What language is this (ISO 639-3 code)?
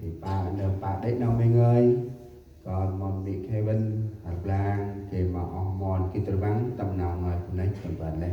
cmo